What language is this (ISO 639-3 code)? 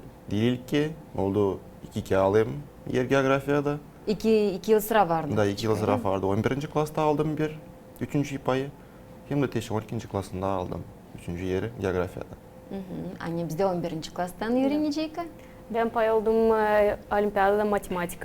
gag